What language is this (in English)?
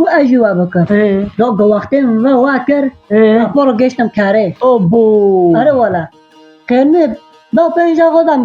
Kurdish